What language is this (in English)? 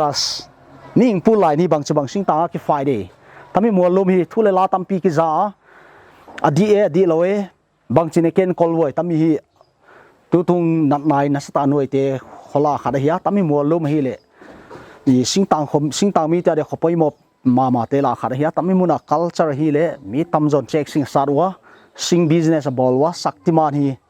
Paite Chin